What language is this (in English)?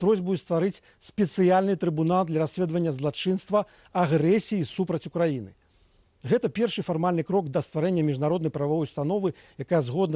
Belarusian